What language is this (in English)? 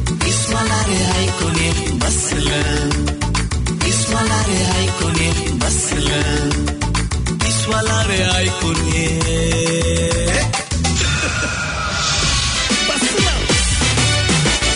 Marathi